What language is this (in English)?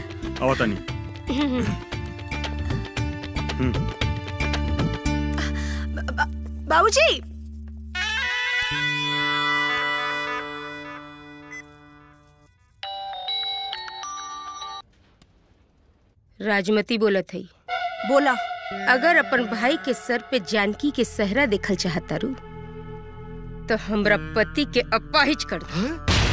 Bhojpuri